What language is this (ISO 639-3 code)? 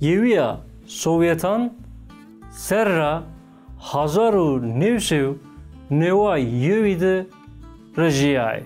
zza